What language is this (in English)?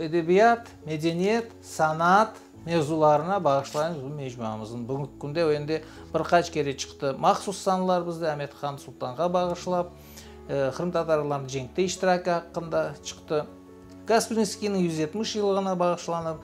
Crimean Tatar